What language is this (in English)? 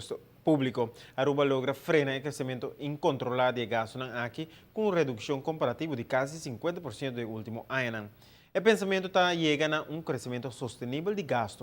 Papiamento